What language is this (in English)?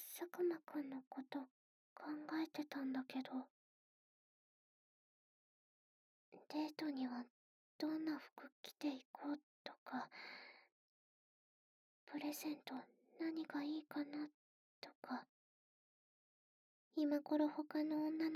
Japanese